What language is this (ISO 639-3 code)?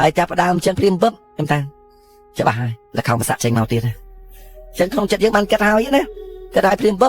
khm